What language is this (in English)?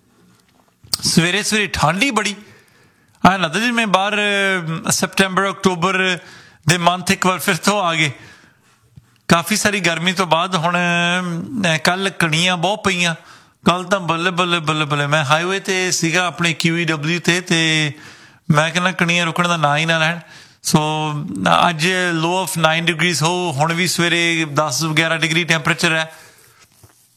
Punjabi